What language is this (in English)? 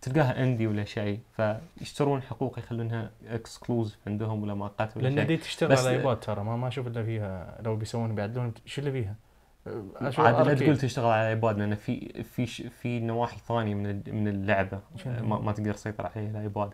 Najdi Arabic